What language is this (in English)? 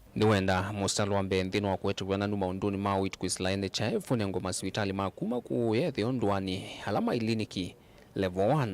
Kamba